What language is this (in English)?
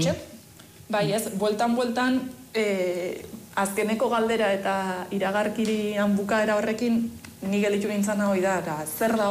Basque